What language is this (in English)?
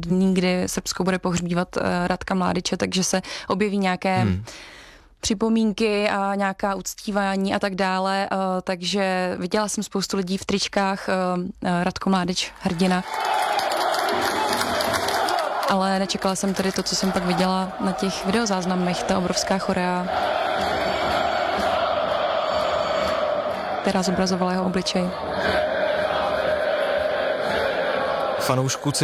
Czech